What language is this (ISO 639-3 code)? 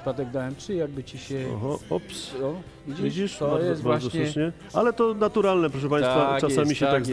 pol